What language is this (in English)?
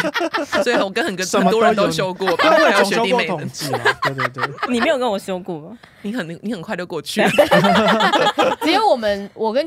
Chinese